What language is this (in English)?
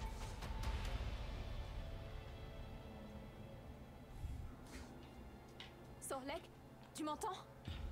French